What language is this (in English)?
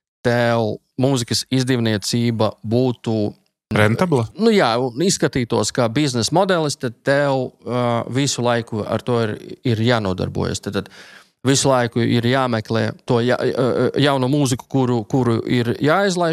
Latvian